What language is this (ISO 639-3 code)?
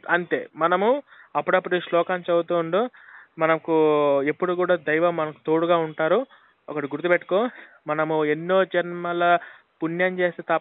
tel